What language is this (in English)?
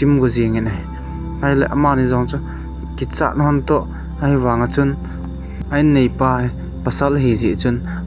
Thado Chin